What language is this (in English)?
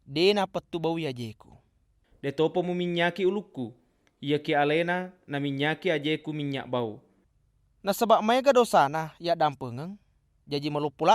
Buginese